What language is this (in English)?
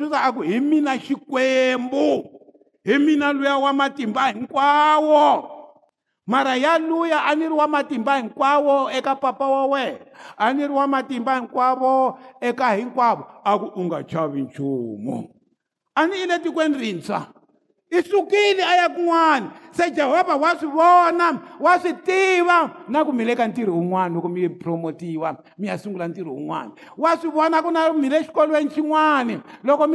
Tsonga